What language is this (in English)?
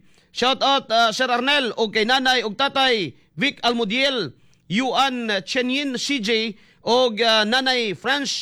Cebuano